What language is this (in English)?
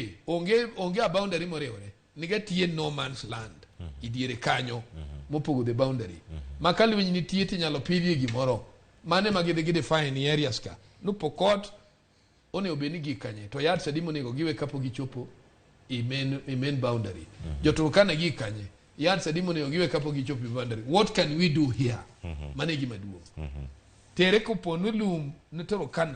Luo (Kenya and Tanzania)